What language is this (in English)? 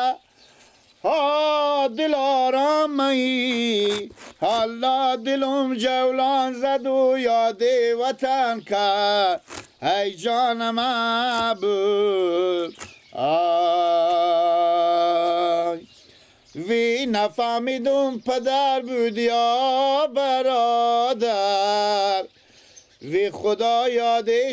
Persian